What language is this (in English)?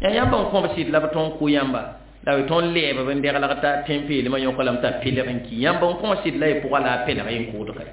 Mossi